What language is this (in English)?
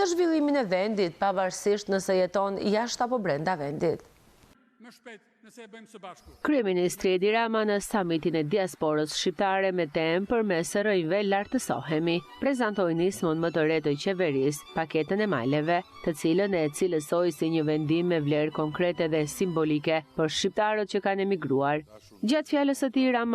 Albanian